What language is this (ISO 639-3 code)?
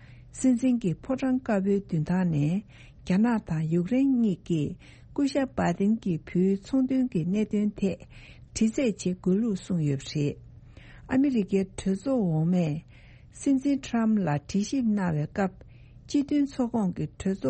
bod